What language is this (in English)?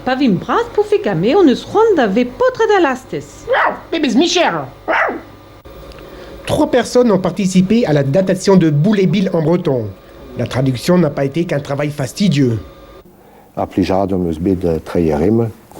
Breton